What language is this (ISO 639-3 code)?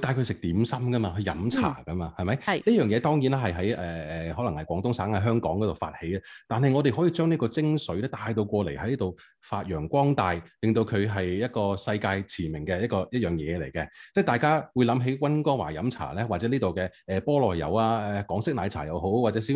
yue